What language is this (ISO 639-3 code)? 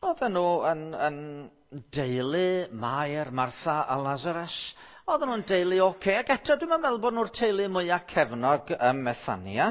cym